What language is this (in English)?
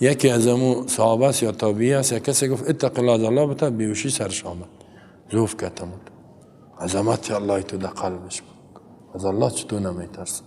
Persian